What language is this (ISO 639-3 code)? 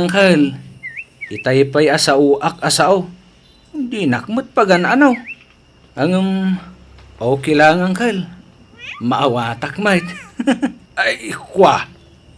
ilo